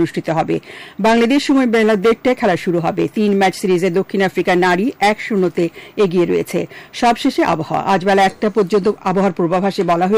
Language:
Bangla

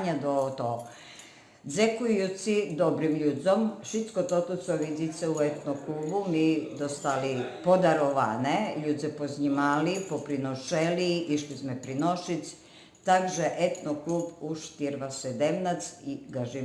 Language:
Rusyn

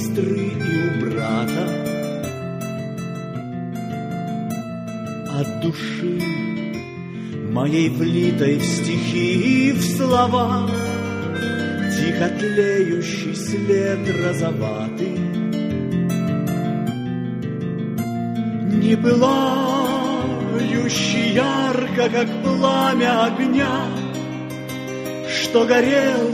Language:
Russian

